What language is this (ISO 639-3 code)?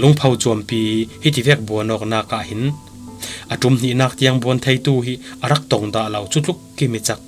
cfm